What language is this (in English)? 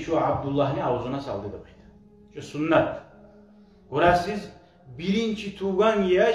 Kumyk